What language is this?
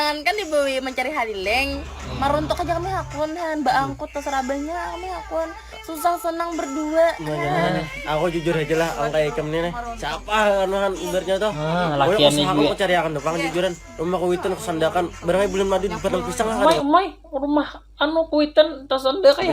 Banjar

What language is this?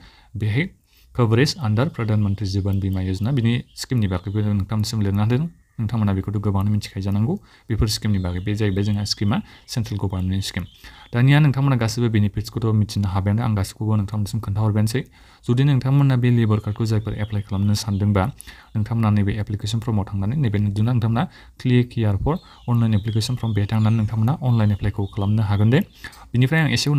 Bodo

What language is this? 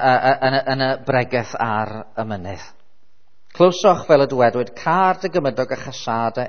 Welsh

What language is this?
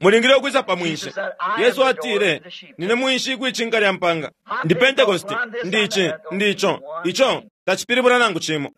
Bemba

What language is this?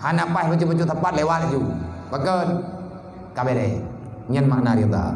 Achinese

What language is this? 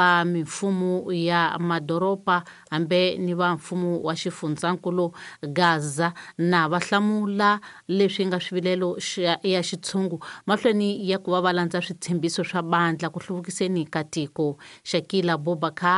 Tsonga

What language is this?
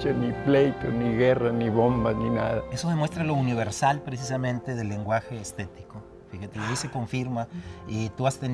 Spanish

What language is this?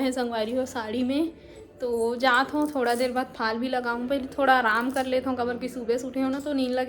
Chhattisgarhi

